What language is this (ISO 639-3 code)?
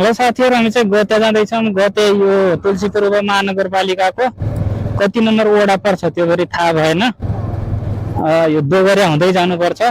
nep